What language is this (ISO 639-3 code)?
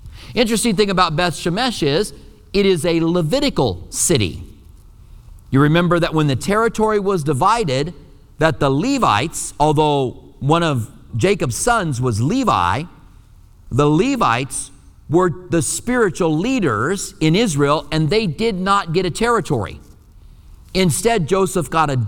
eng